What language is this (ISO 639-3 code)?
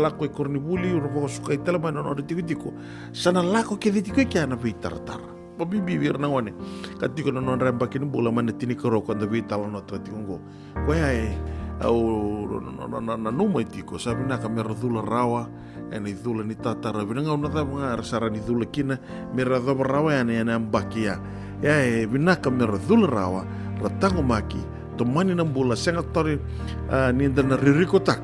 fij